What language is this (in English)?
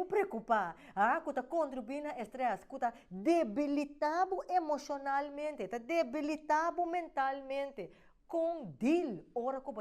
Papiamento